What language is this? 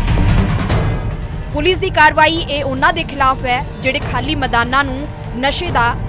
Punjabi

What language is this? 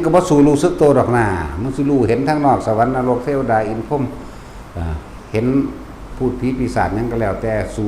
Northeastern Thai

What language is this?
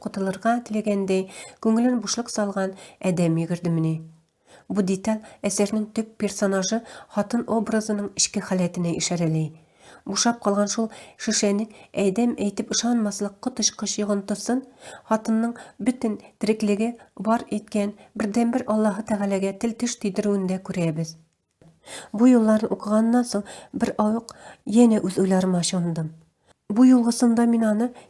Tatar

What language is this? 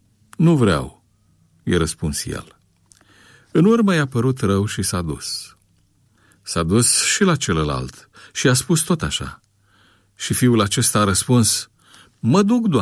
Romanian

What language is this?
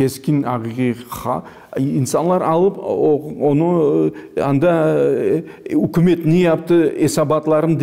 Crimean Tatar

